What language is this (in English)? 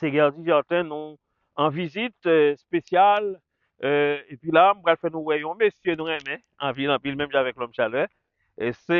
Haitian Creole